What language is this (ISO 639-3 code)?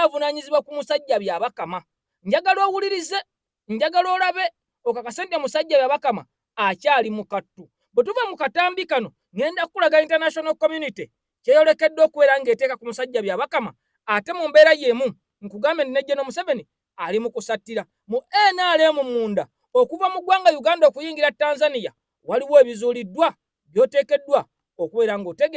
lug